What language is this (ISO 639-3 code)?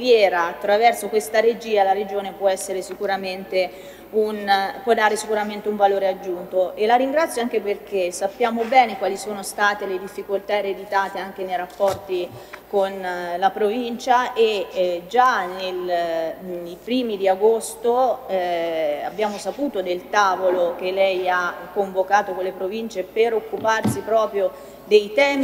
ita